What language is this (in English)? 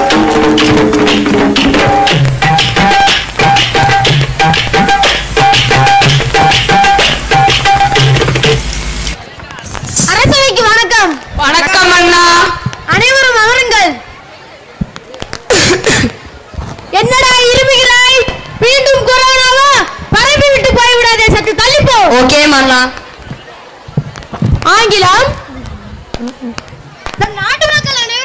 Tamil